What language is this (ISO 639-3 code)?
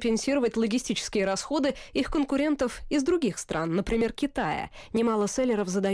rus